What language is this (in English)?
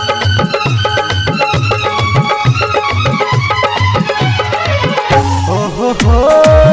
Bhojpuri